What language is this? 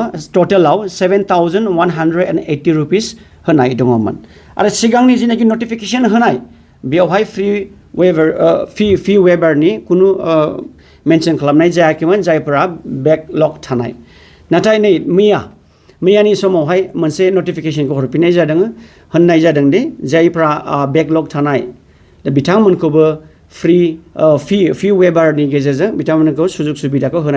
Bodo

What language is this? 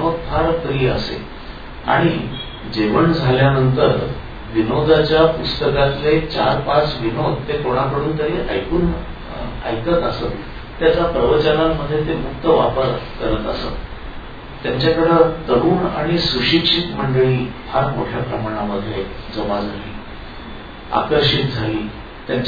Marathi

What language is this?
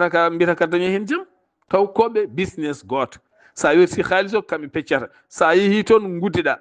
Fula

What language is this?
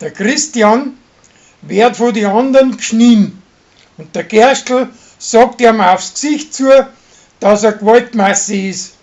Bavarian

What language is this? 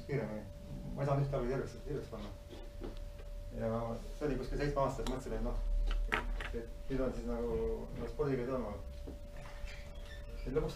Estonian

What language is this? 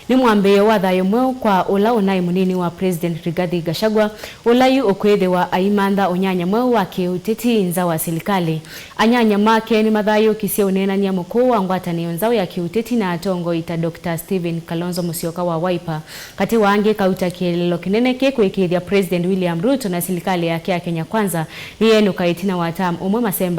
Kamba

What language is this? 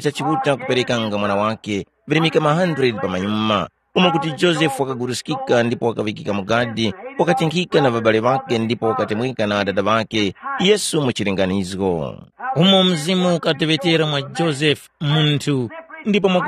Tumbuka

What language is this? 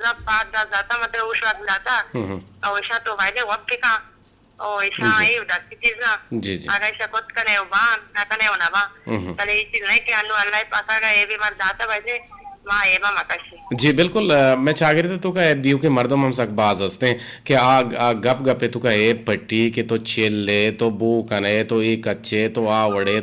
Eastern Balochi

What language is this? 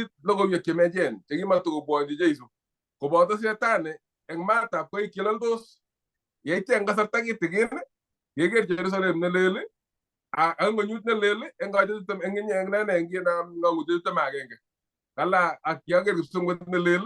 Kalenjin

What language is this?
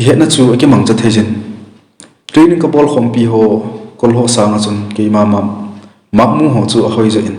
Thado Chin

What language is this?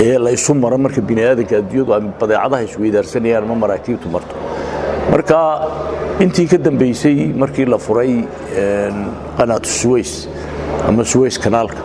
Somali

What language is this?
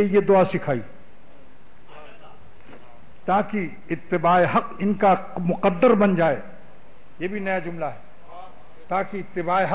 Urdu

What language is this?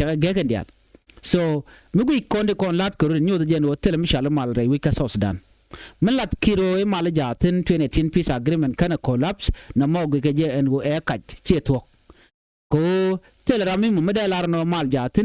Nuer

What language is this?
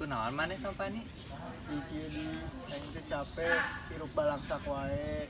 Sundanese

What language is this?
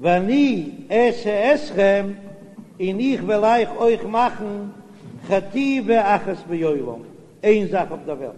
Yiddish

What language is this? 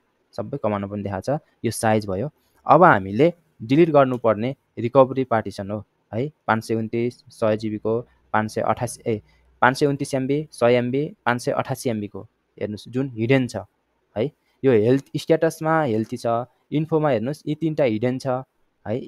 Nepali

